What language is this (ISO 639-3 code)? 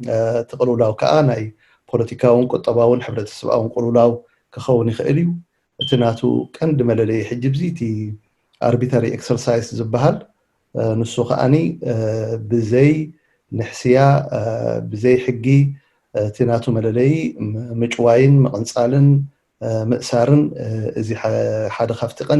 tir